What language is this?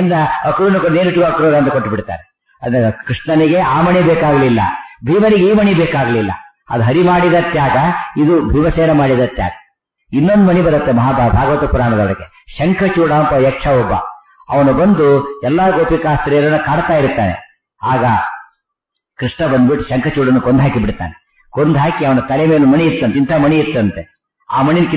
Kannada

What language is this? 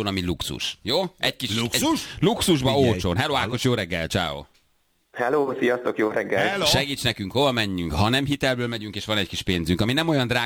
Hungarian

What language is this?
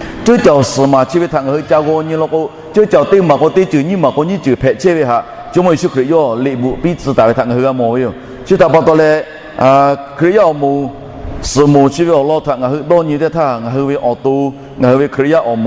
Lahu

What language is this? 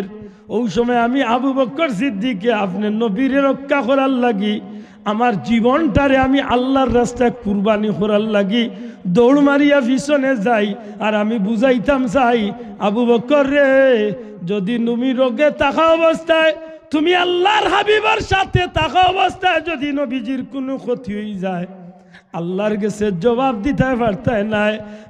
Sylheti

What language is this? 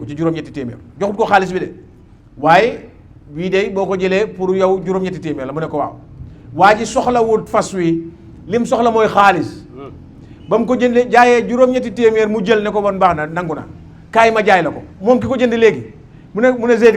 Wolof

